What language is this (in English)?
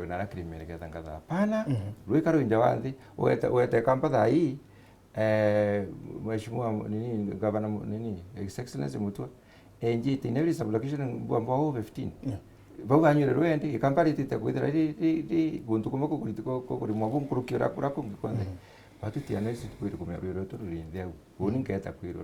Meru